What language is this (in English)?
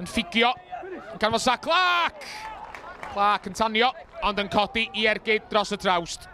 Welsh